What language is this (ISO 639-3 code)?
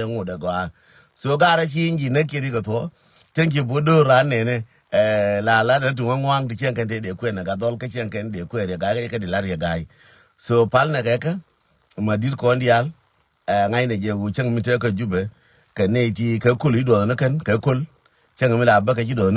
nus